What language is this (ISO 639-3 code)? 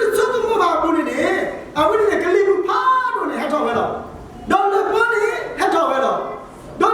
ksw